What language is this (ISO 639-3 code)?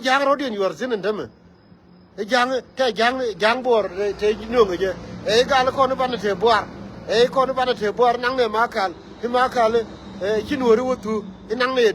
nus